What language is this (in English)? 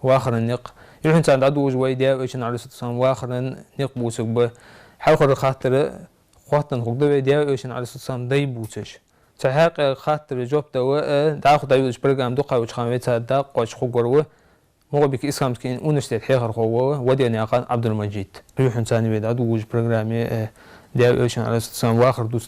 Ingush